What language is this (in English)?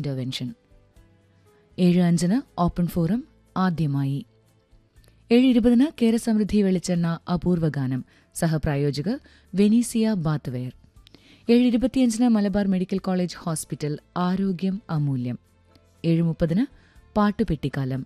Malayalam